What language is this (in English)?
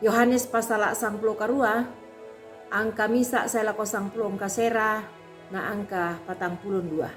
Toraja-Sa'dan